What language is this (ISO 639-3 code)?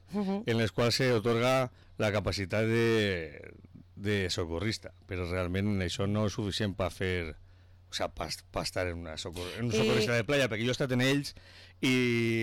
cat